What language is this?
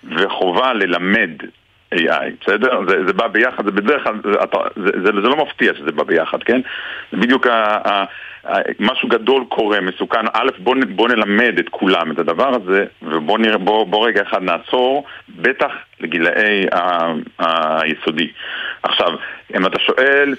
Hebrew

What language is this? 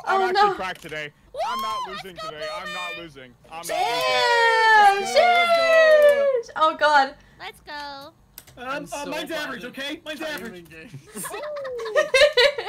English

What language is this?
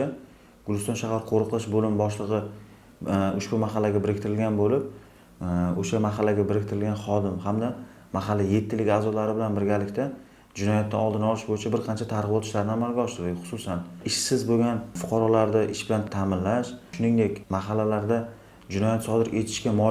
Uzbek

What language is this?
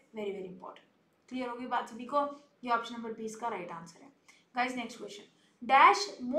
Hindi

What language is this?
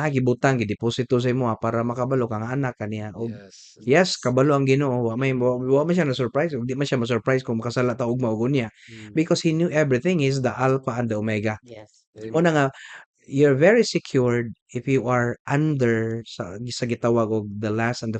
Cebuano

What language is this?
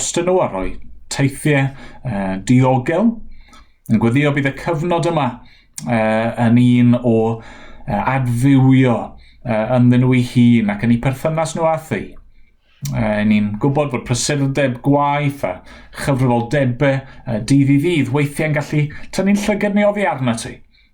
Welsh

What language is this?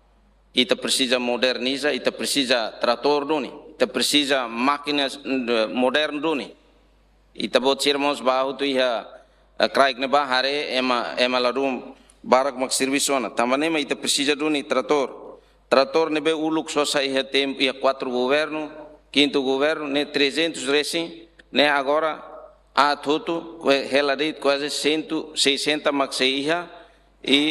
Tetum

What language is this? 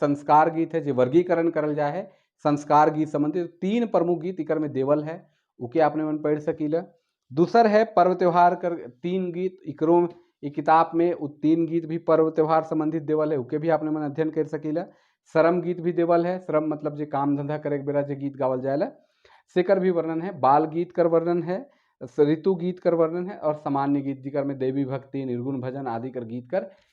Sadri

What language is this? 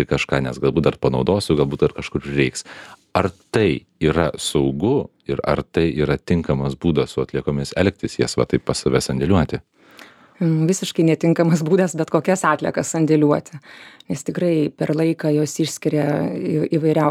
Lithuanian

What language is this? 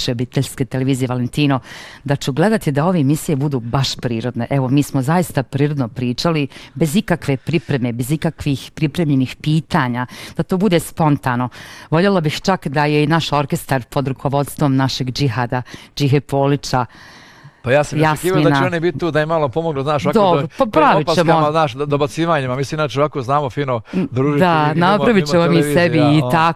Bosnian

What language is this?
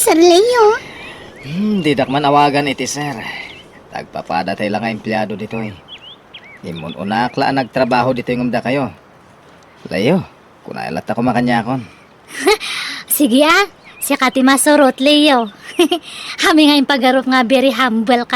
Iloko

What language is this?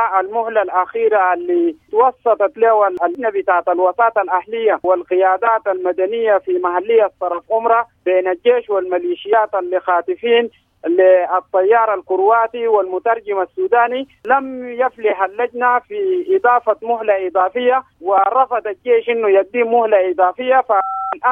Sudanese Arabic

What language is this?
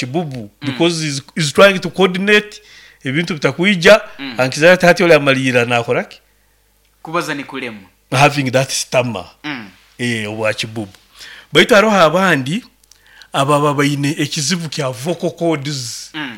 Nyoro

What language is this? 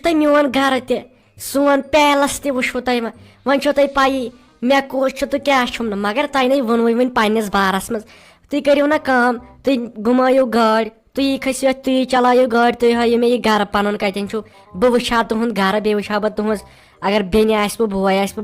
Kashmiri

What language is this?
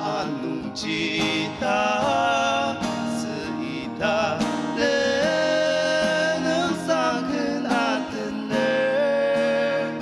Ao Naga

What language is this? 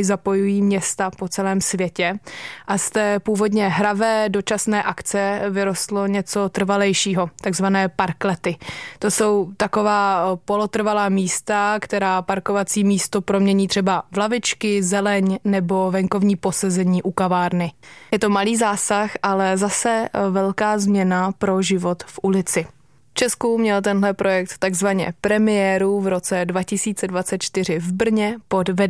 Czech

